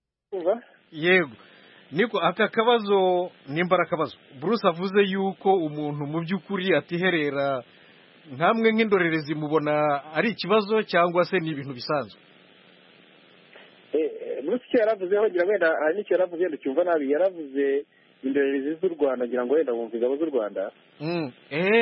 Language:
Kinyarwanda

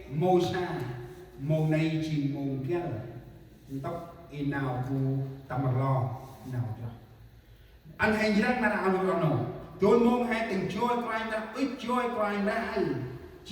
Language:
Central Mnong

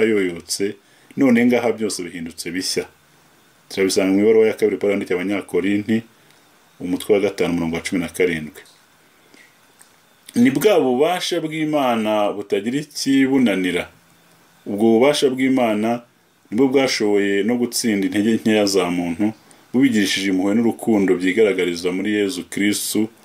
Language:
Kinyarwanda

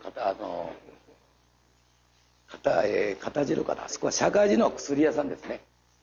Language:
Japanese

